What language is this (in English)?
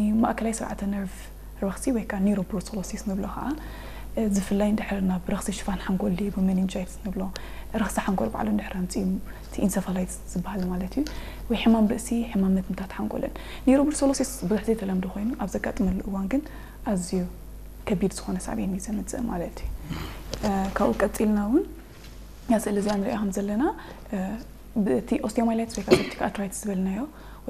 Tigrinya